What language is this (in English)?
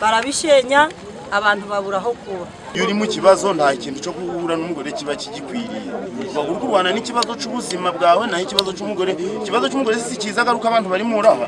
Nyankole